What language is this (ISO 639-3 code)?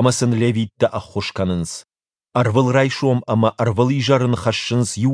oss